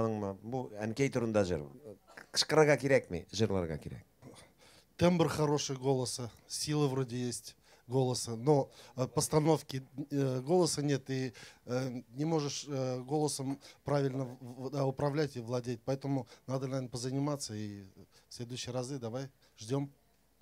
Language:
Bashkir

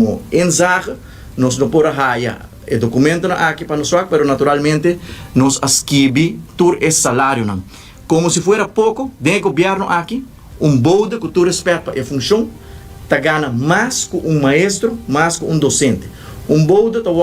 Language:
Papiamento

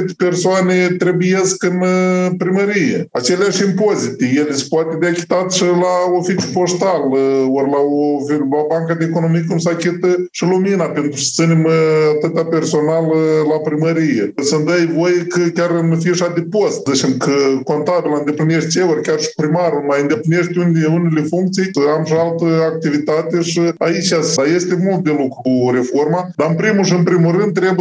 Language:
Romanian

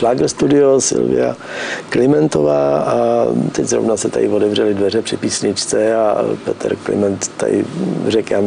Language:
Czech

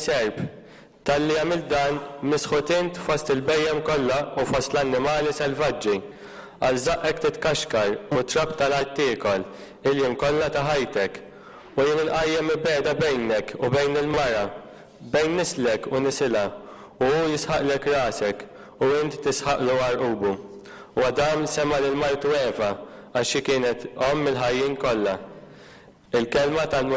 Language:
Maltese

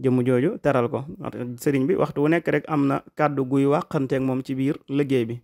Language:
Wolof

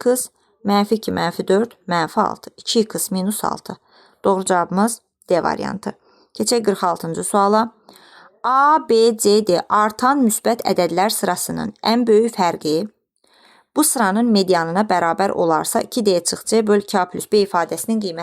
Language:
Azerbaijani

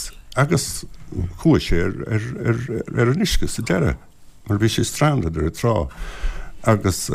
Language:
Irish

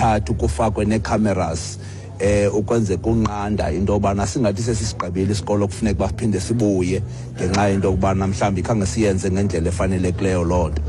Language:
Xhosa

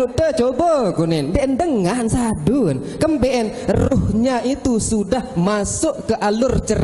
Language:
Sasak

